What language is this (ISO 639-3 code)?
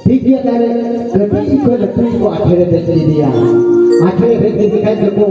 sat